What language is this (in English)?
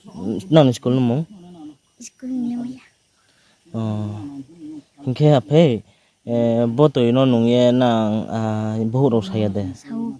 Riang (India)